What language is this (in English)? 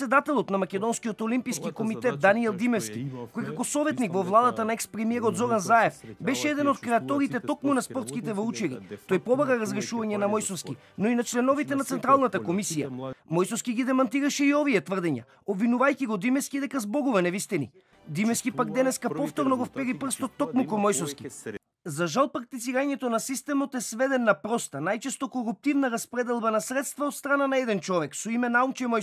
Macedonian